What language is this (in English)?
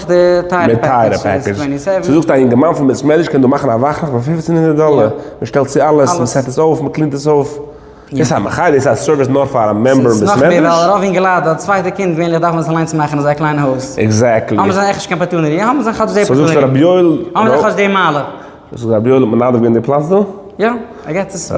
Yiddish